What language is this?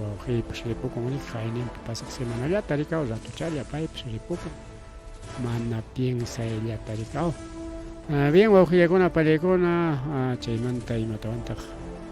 Ayacucho Quechua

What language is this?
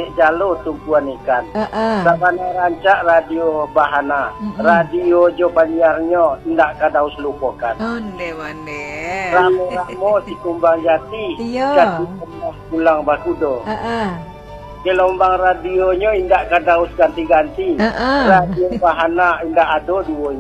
Minangkabau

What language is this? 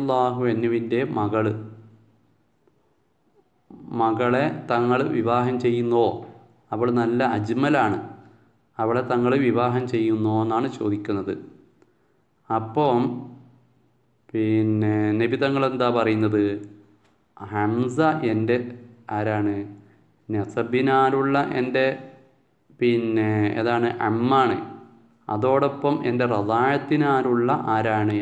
Malayalam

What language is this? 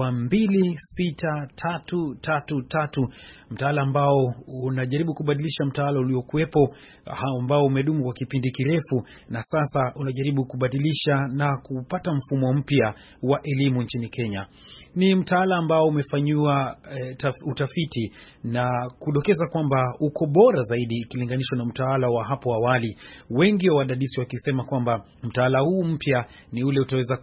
Swahili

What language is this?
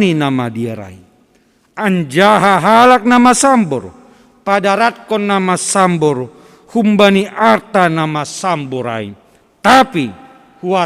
Batak Simalungun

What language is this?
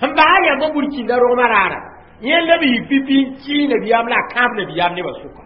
Mossi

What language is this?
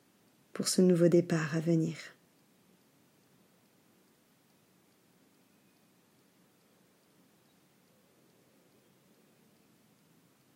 French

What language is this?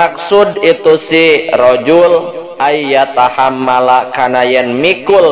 Sundanese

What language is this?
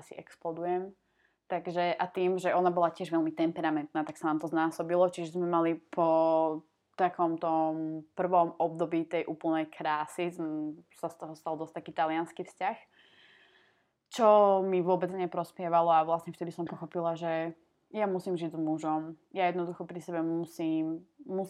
Slovak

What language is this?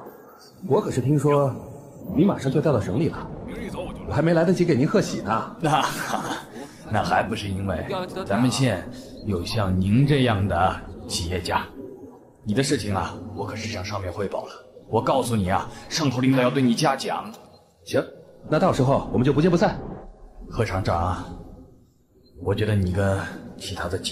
Chinese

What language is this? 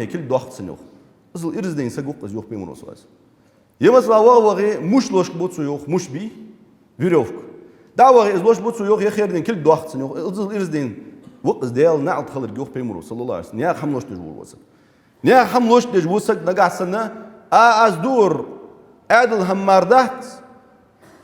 Ingush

